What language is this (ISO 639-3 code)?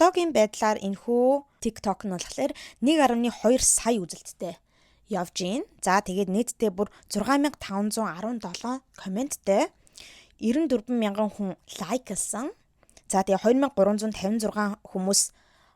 mon